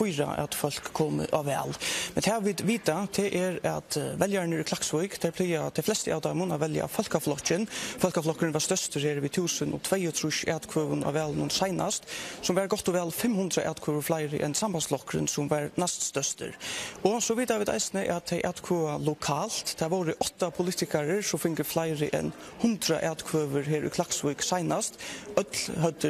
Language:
Faroese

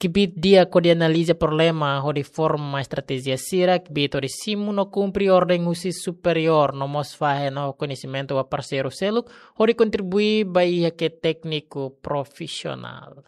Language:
Tetum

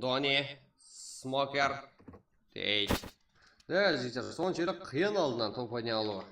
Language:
Kara-Kalpak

